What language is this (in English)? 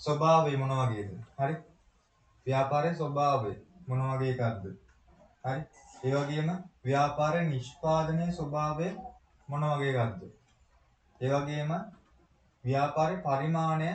Sinhala